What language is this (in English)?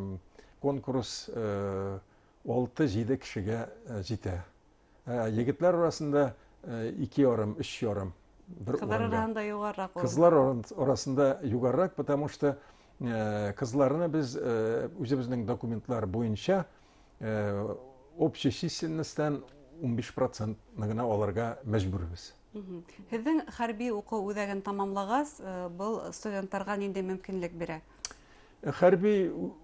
Bashkir